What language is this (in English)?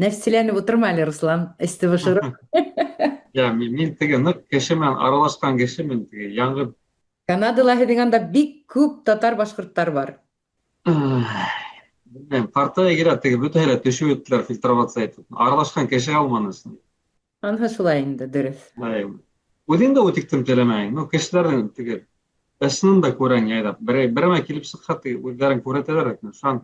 Bashkir